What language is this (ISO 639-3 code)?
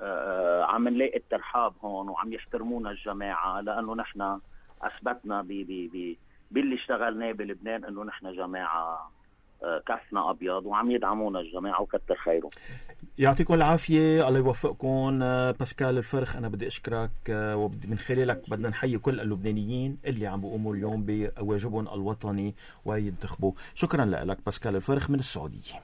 apc